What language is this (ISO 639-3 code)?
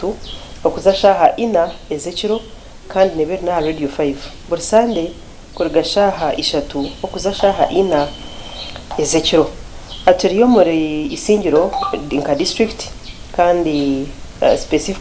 nyn